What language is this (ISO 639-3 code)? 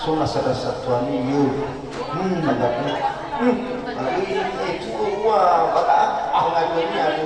nia